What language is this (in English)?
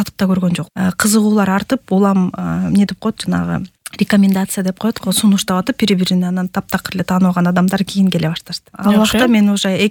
Kyrgyz